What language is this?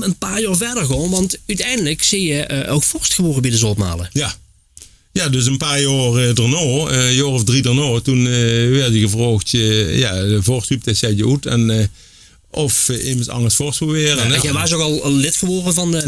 Limburgish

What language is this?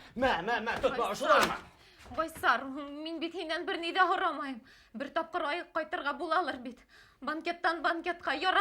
Bashkir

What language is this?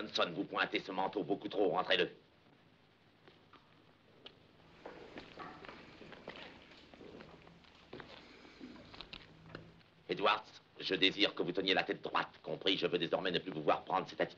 French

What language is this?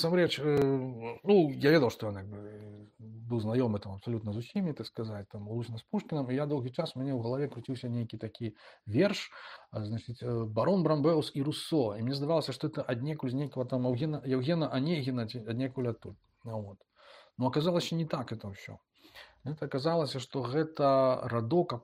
Belarusian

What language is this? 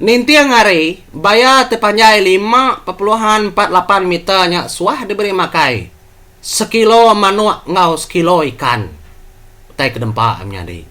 Iban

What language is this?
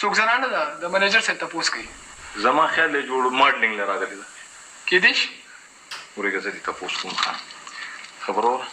Pashto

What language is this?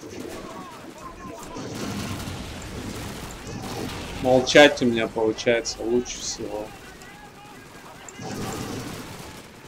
Russian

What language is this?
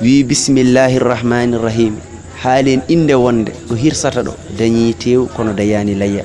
Fula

